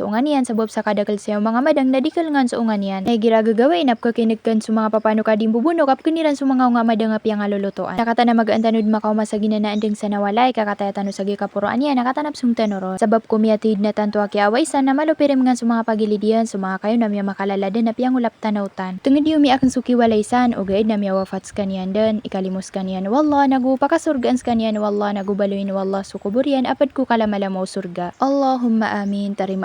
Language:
Maranao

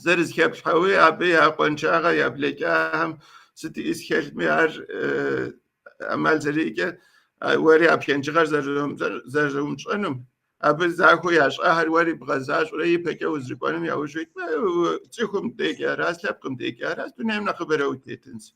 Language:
Kabardian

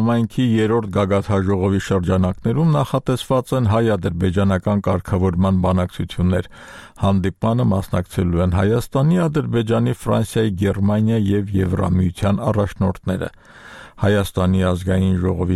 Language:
Armenian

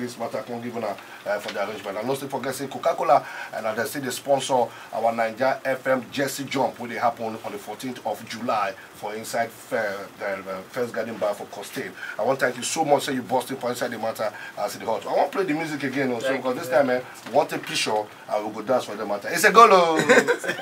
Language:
Nigerian Pidgin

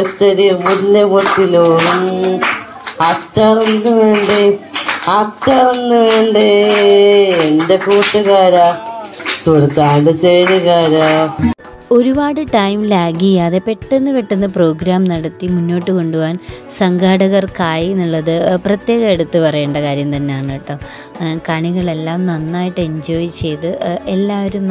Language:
Malayalam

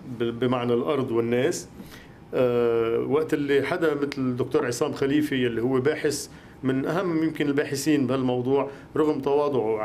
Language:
North Levantine Arabic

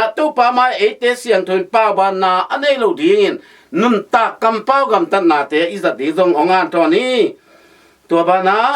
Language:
Tedim Chin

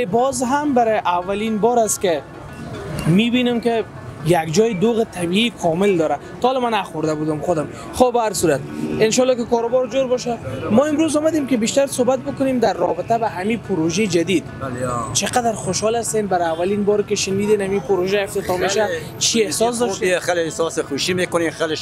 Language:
Persian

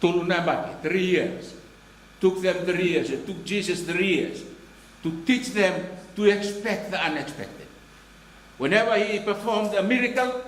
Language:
Fijian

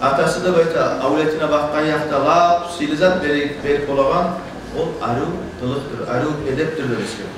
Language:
Kumyk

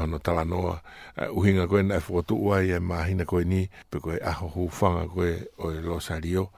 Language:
Tongan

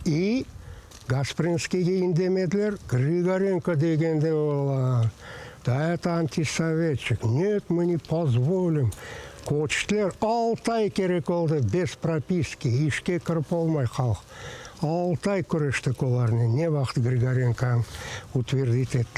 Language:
Crimean Tatar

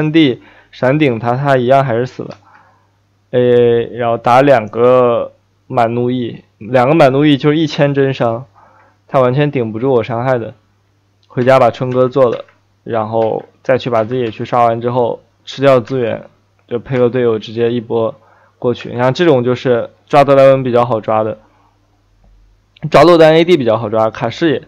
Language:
Chinese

